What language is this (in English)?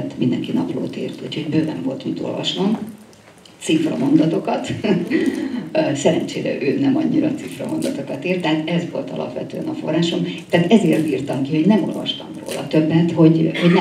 Hungarian